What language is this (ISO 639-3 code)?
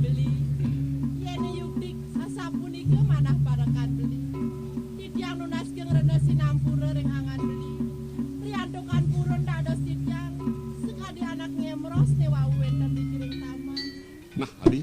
ban